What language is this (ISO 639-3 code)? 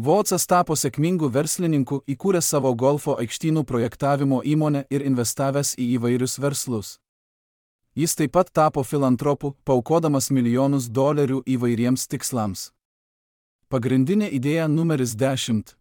lit